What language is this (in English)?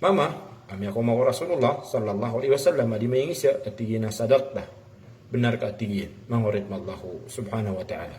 Maranao